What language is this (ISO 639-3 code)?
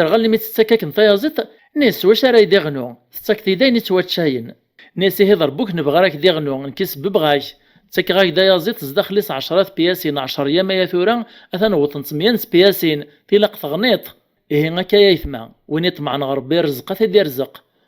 kab